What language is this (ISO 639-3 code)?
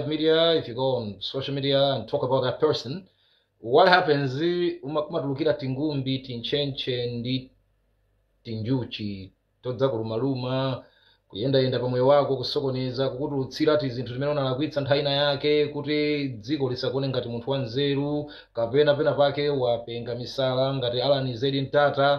nya